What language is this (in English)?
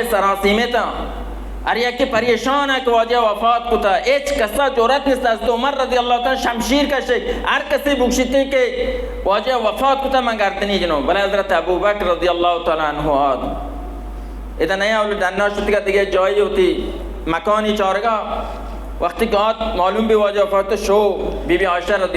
Baluchi